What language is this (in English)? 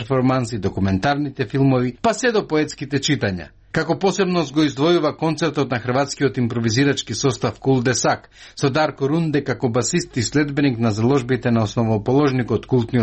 Macedonian